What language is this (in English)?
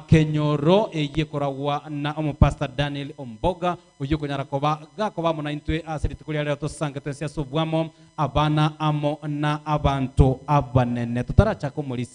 Gusii